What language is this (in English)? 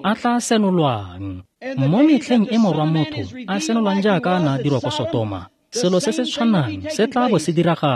Tswana